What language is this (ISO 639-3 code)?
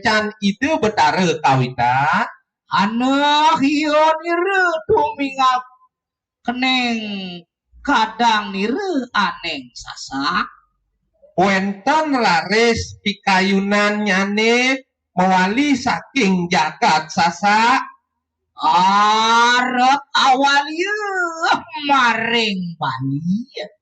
ban